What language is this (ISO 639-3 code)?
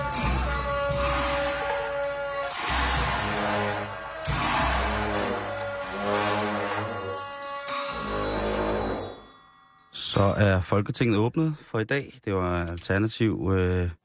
dan